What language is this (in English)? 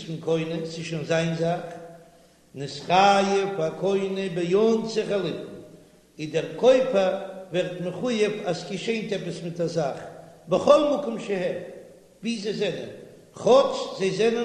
Yiddish